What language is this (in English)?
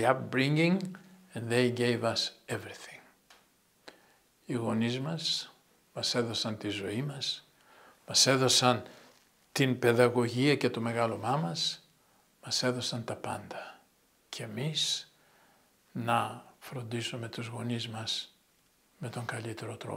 Greek